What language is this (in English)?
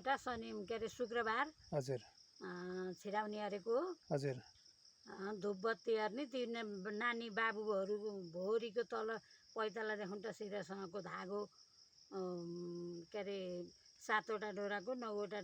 Nepali